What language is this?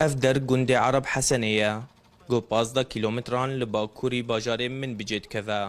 Kurdish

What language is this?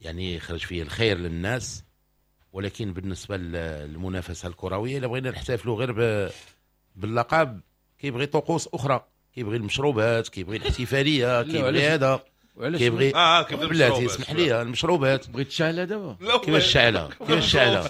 Moroccan Arabic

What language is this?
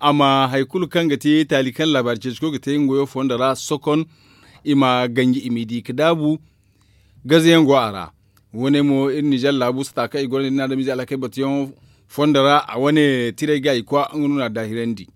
Zarma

